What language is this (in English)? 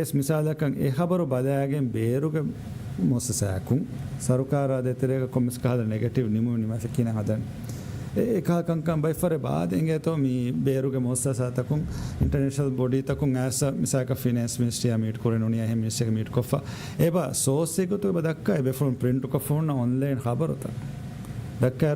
Divehi